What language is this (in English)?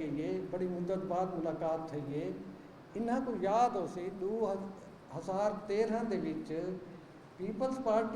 Saraiki